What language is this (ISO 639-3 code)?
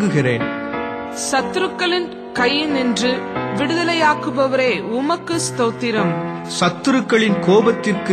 tam